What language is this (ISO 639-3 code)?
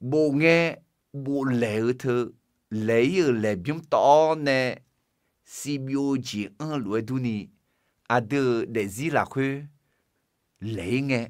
ahk